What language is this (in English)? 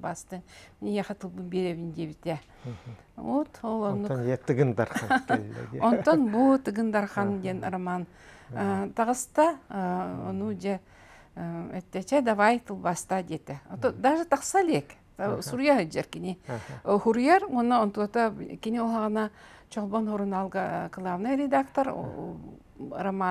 Yakut